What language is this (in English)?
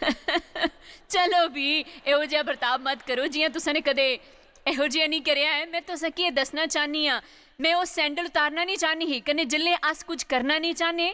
Dogri